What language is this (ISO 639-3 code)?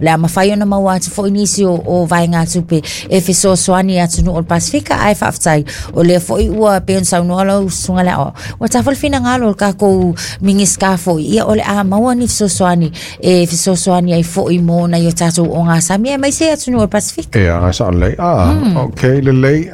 smo